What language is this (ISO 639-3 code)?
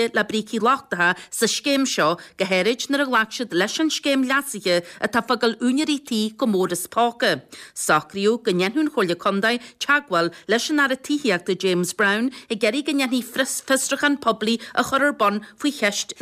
gle